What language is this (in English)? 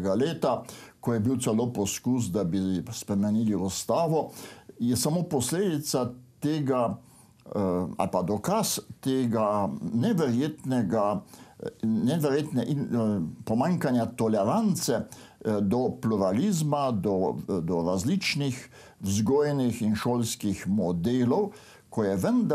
Slovenian